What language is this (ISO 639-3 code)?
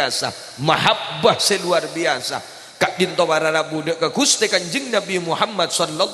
mad